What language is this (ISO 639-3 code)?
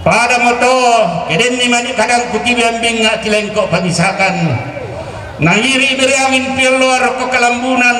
sda